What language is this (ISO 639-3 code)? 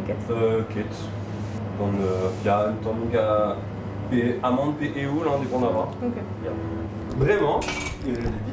bre